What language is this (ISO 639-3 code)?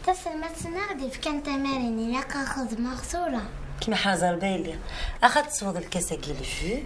kab